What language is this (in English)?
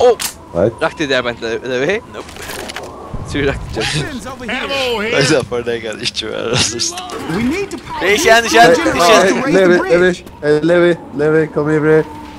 Faroese